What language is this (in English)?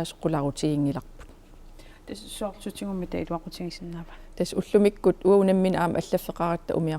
Kalaallisut